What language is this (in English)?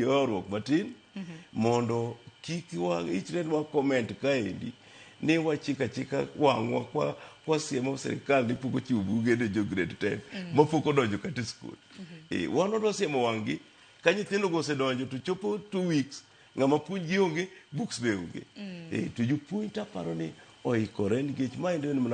Luo (Kenya and Tanzania)